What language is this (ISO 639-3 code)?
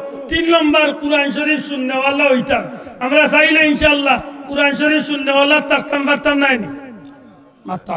syl